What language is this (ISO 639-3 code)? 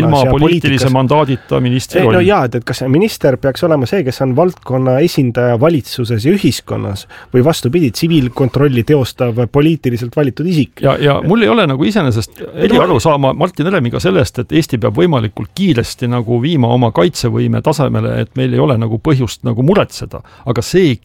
est